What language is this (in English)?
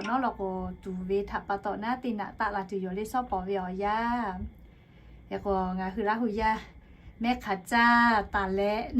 Lahu